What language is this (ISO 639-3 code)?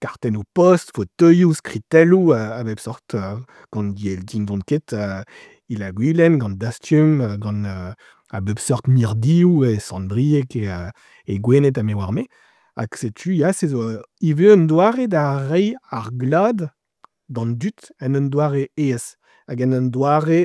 bre